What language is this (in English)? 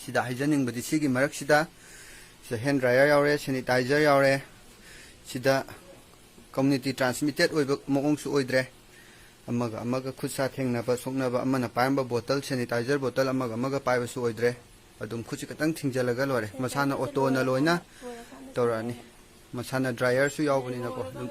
Manipuri